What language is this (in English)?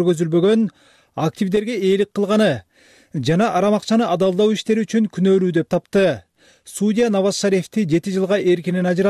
Kyrgyz